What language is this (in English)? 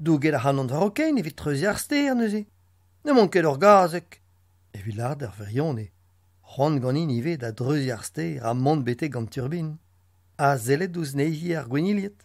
Breton